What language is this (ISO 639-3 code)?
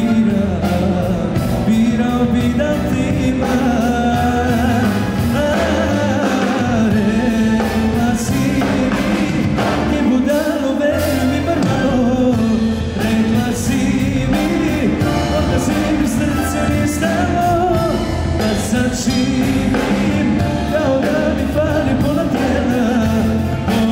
srp